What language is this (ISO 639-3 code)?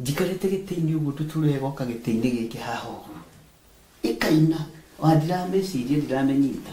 kik